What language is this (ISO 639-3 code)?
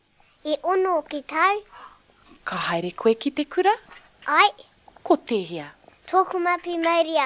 mri